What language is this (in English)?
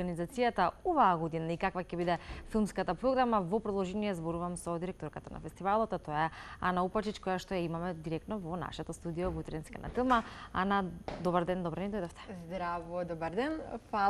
Macedonian